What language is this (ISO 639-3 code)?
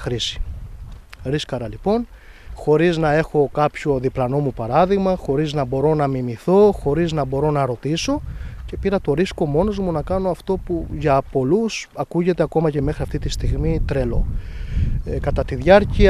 ell